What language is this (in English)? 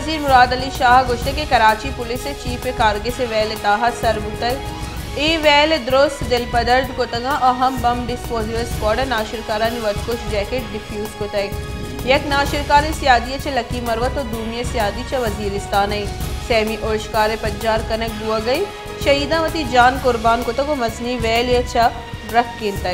Baluchi